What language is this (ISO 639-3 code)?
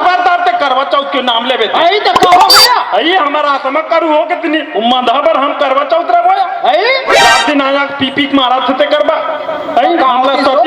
hne